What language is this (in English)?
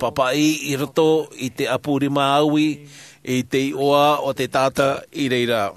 Tahitian